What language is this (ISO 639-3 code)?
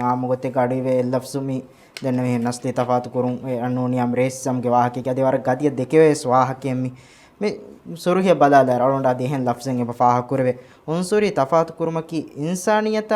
div